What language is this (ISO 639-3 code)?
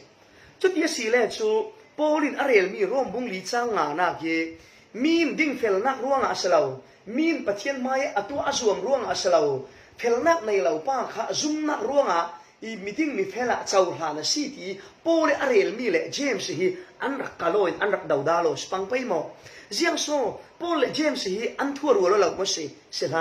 cfm